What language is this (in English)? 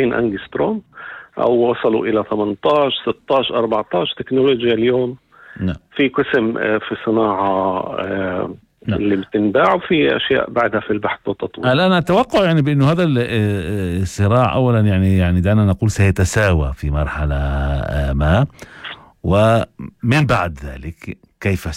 North Levantine Arabic